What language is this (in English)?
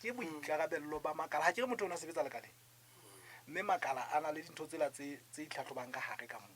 Southern Sotho